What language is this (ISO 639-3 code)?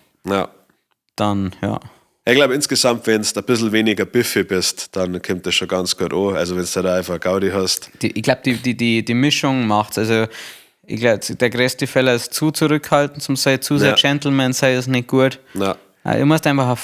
bar